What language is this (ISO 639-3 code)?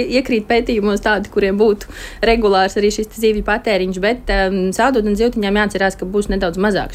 lav